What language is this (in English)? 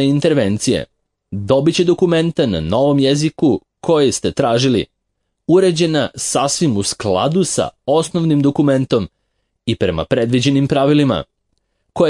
Serbian